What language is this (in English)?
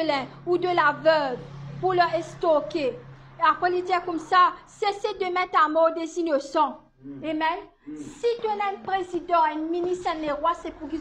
Morisyen